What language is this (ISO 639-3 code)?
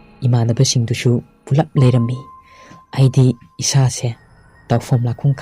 mni